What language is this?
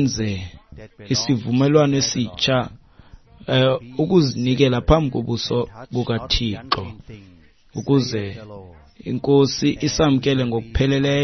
Xhosa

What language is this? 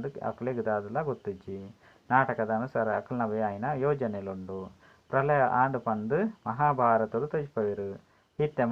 Tulu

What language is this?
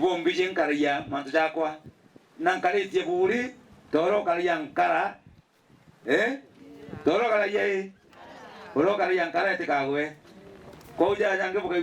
Meru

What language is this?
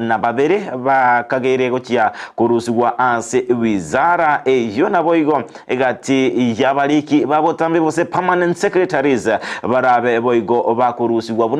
Gusii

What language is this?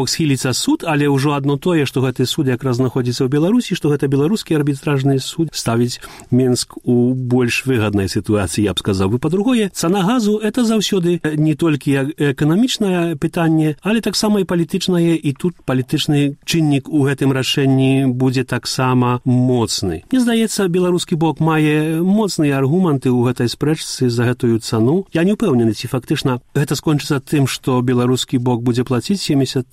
Belarusian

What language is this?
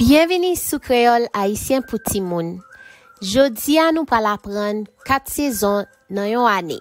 Haitian Creole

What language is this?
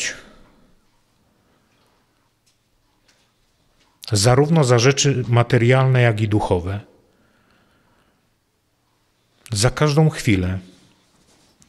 Polish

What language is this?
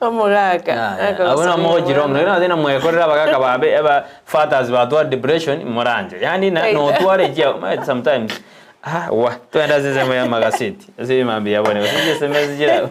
Gusii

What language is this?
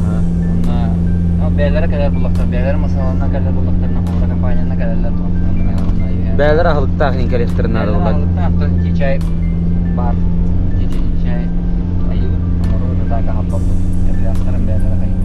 Yakut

